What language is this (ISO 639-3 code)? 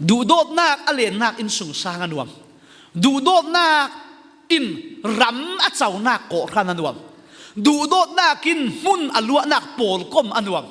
cfm